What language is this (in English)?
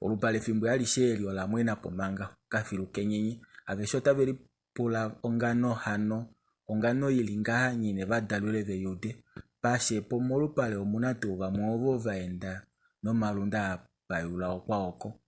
Kuanyama